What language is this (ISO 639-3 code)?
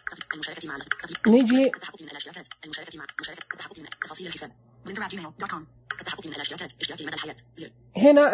ars